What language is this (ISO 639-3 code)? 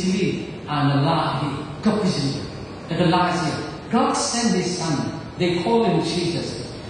nmf